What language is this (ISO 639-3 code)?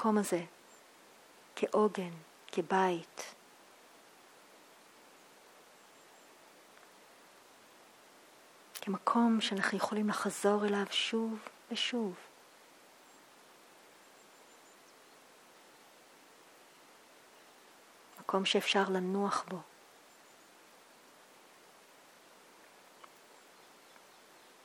heb